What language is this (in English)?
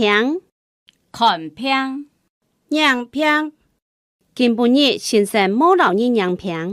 Hakka Chinese